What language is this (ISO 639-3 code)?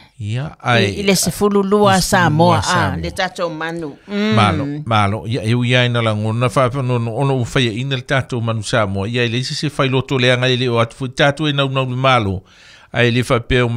smo